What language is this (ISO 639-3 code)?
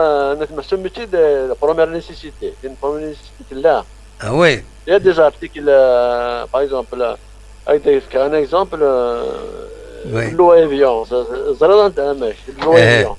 kab